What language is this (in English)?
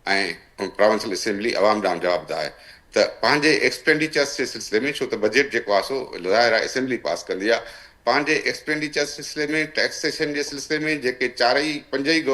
Sindhi